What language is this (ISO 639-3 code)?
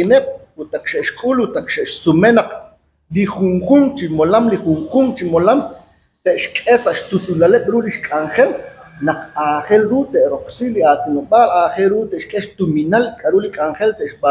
kek